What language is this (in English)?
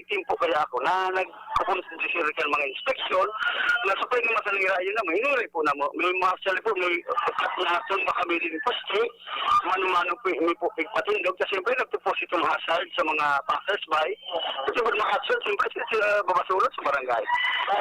Bikol